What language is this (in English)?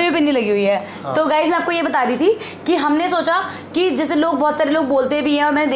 Hindi